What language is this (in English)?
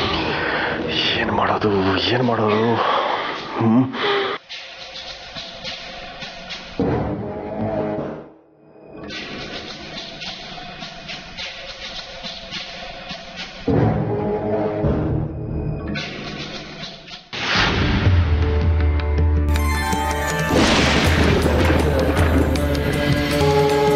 Kannada